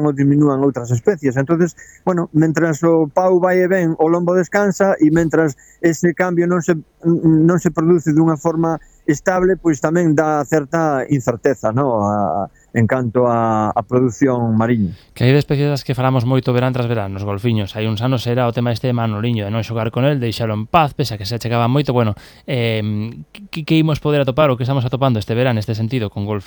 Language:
Galician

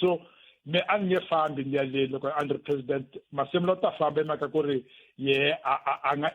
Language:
Tsonga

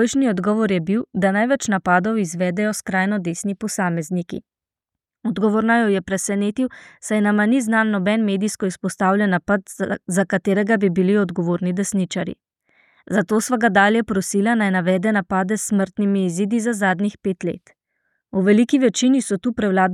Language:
Slovenian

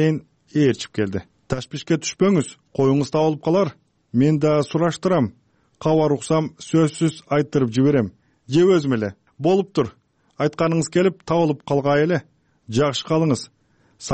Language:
Kyrgyz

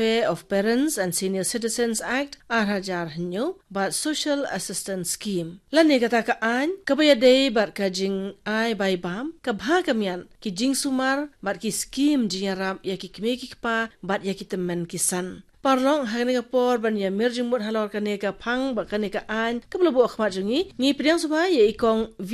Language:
Khasi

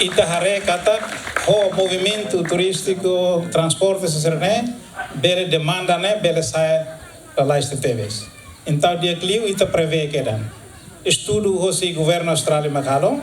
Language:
Tetum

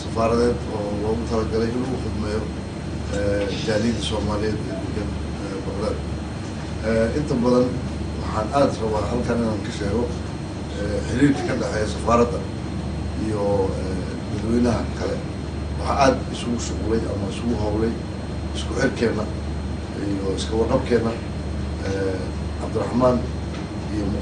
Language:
Somali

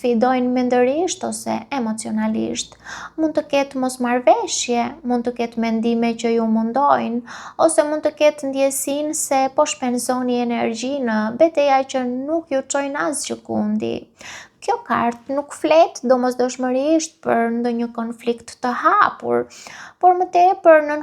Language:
Albanian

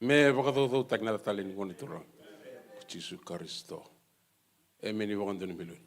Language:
Fijian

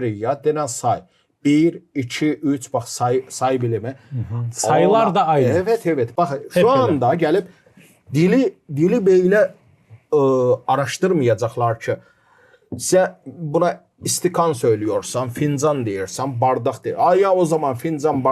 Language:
Gagauz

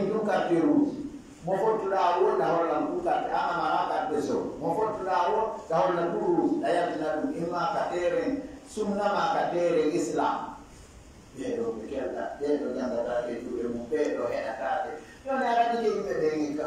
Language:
Fula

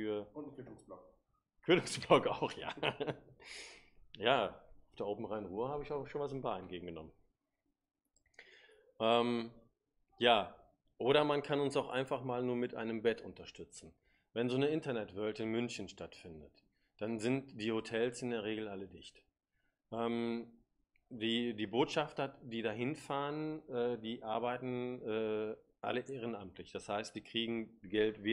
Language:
German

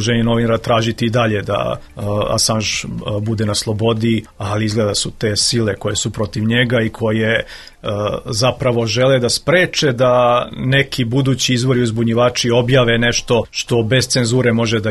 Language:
Serbian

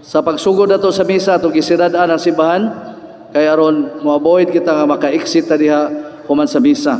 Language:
Cebuano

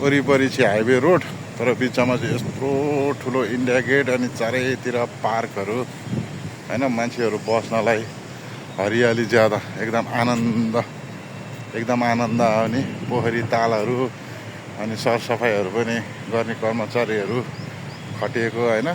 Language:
Nepali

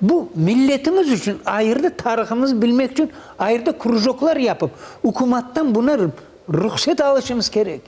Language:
Crimean Tatar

